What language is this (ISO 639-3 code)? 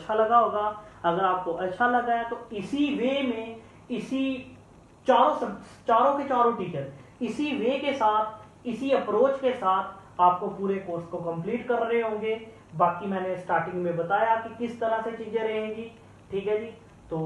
hin